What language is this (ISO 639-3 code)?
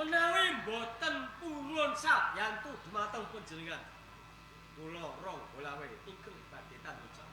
jav